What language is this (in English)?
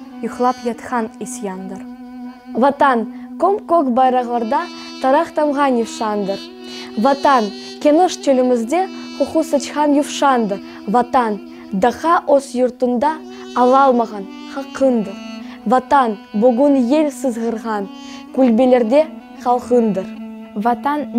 Crimean Tatar